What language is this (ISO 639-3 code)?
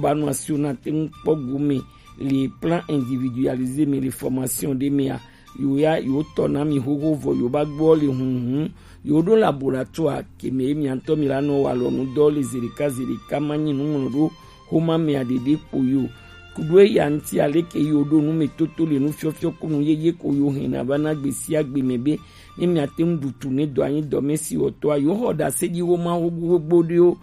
gej